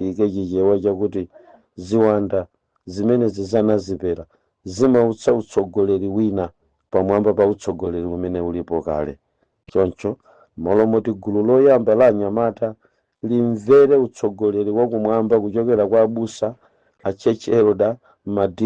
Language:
Nyanja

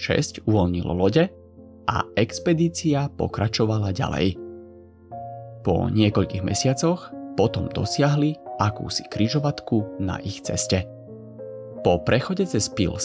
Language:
Slovak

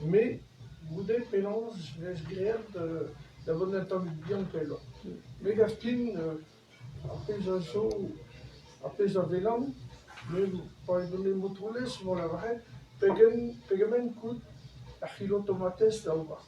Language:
Breton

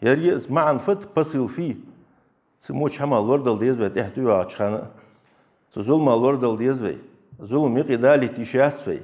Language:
Ingush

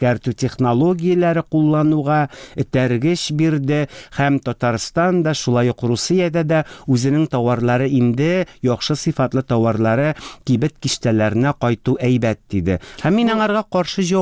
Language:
Tatar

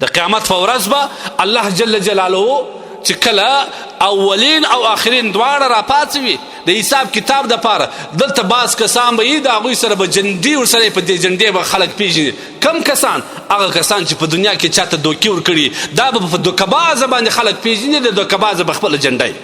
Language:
Pashto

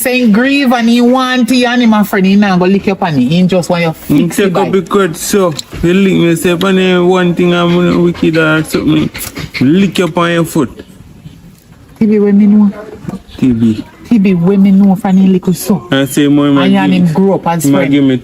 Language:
Jamaican Creole English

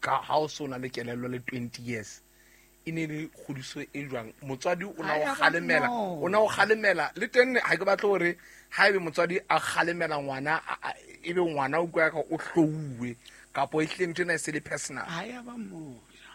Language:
Southern Sotho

